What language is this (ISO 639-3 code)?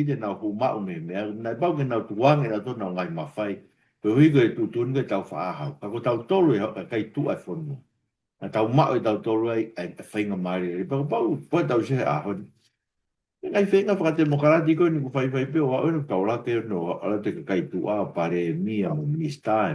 ton